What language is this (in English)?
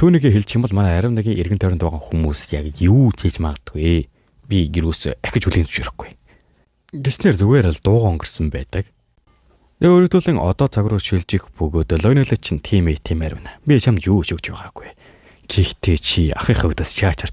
Mongolian